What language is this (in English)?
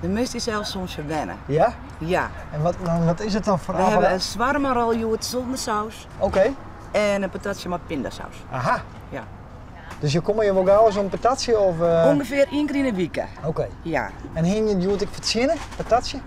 Western Frisian